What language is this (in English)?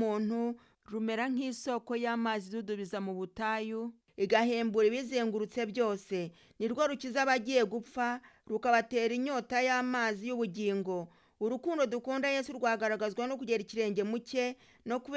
Kinyarwanda